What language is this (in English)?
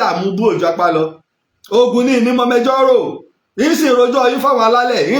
Yoruba